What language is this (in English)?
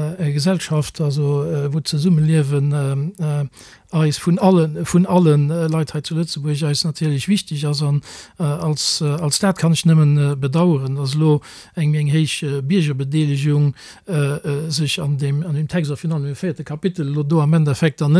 Luxembourgish